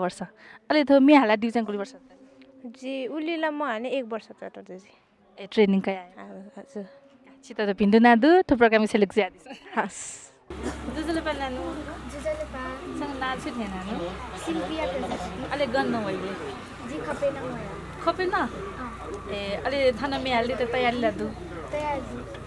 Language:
Newari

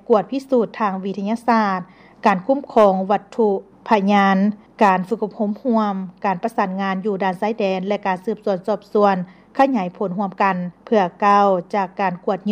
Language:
Lao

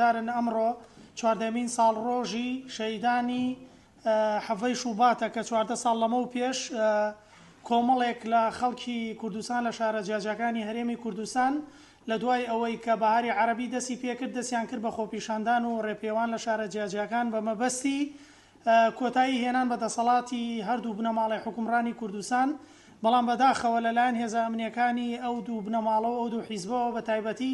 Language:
Central Kurdish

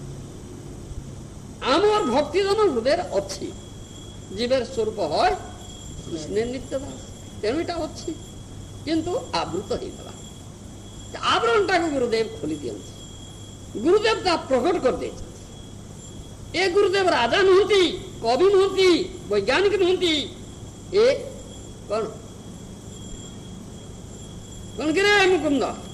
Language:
Odia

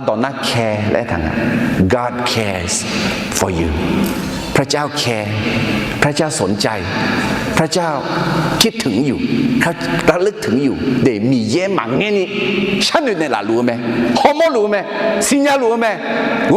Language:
Akha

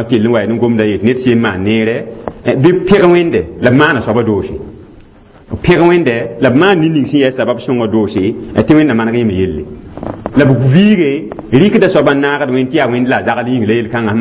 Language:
Mossi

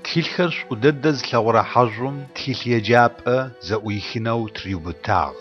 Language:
Adyghe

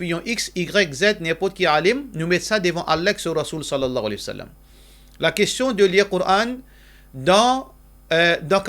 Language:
Morisyen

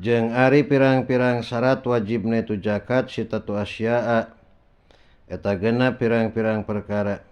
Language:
Sundanese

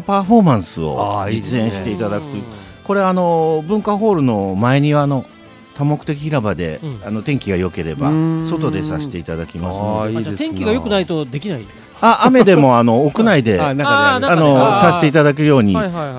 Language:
Japanese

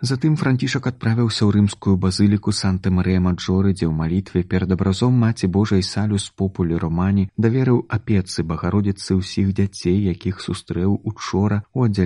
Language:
Belarusian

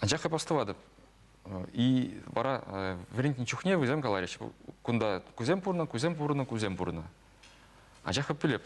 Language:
Chuvash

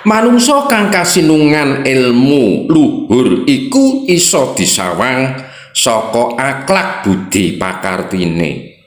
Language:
Javanese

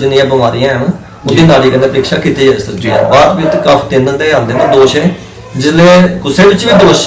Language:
Dogri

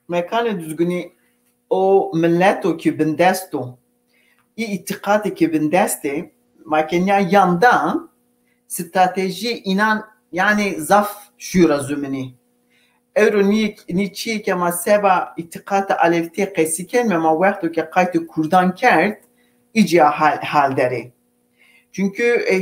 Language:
Zaza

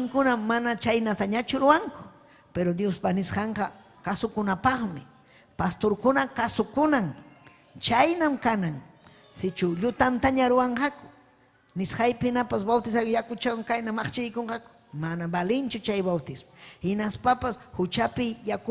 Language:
Ayacucho Quechua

